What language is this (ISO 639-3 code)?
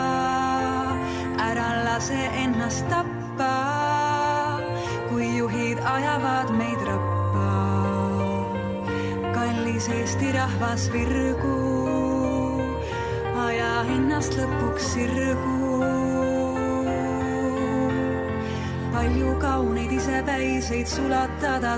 est